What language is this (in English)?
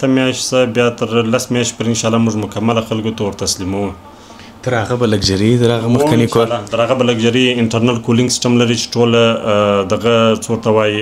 Pashto